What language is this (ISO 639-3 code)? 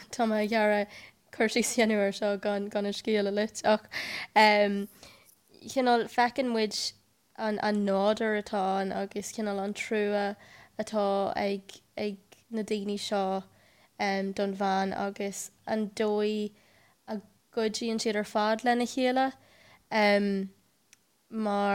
gle